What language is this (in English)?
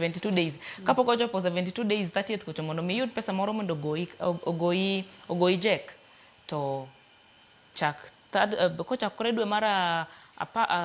Luo (Kenya and Tanzania)